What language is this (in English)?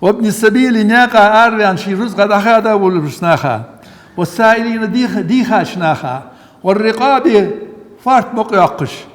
Ingush